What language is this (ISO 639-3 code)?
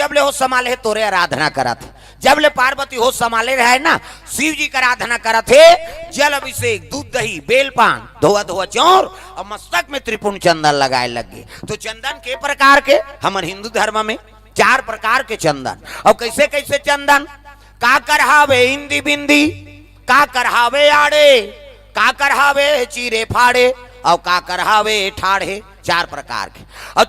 hne